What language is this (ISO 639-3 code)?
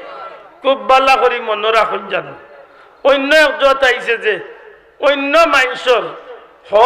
syl